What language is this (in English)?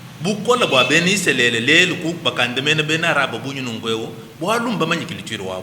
Luba-Lulua